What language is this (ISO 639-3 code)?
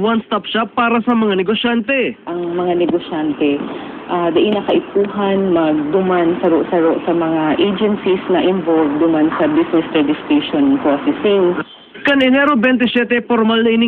bik